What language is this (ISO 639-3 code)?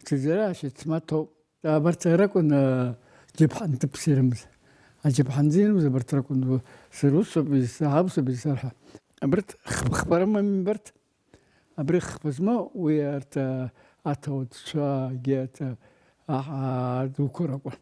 abk